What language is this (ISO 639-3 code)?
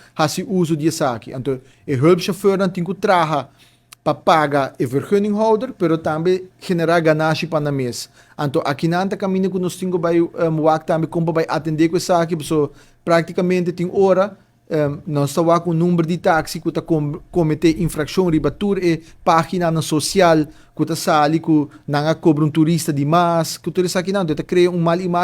pap